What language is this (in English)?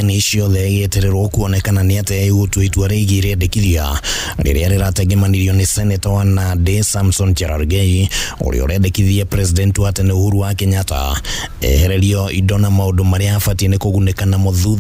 Kikuyu